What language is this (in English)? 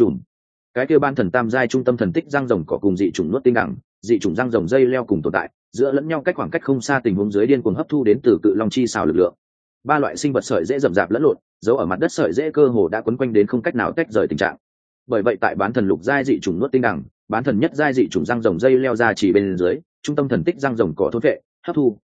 Vietnamese